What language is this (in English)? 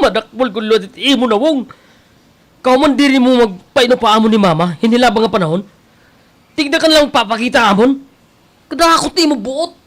Waray